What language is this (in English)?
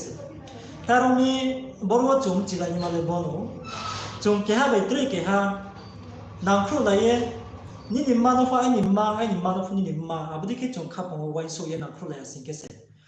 Riang (India)